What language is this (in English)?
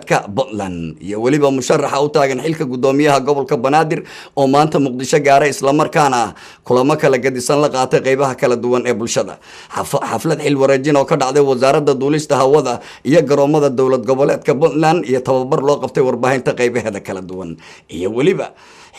Somali